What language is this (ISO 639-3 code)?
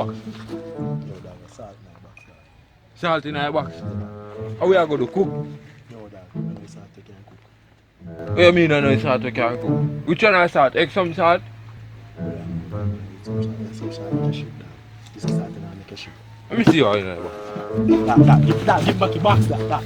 jam